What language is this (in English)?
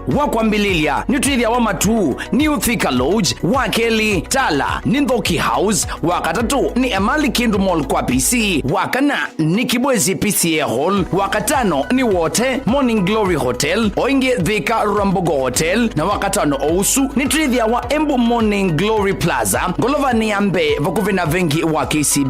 Kamba